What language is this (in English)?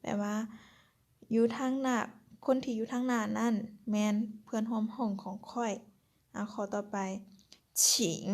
Lao